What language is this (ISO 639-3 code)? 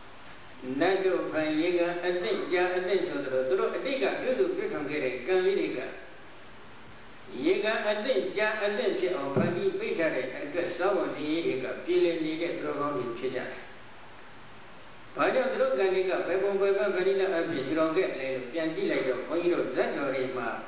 mya